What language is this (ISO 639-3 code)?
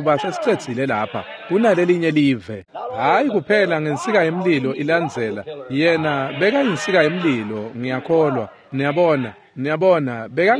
ssw